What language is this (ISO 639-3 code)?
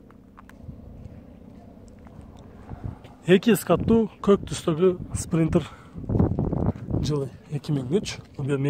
kir